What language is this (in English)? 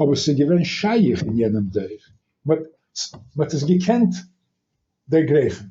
Yiddish